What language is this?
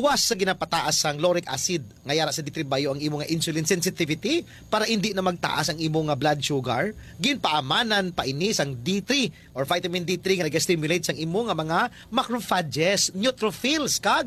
Hiligaynon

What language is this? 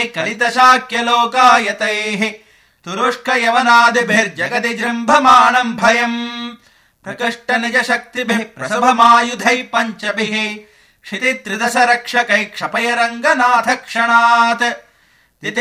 Sanskrit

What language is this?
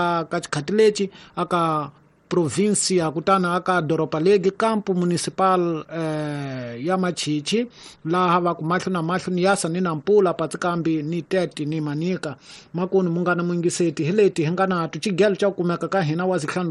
Tsonga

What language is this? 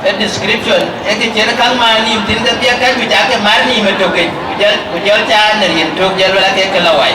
Dinka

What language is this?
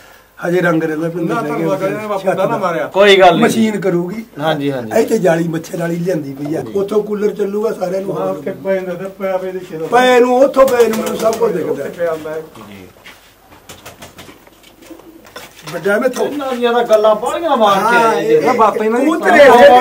Punjabi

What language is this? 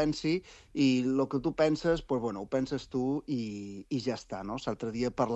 Catalan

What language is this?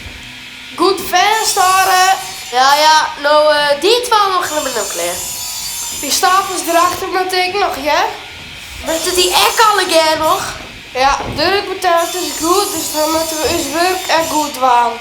Western Frisian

